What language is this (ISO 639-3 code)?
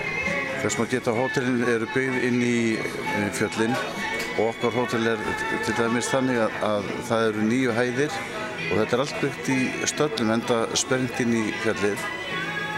isl